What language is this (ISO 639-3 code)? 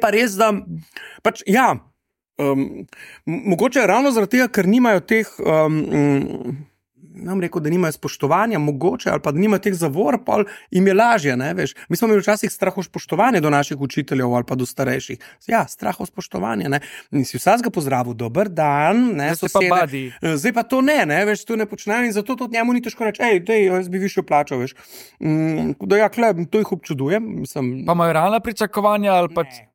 slv